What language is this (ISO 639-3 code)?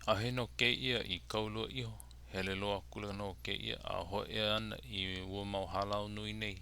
haw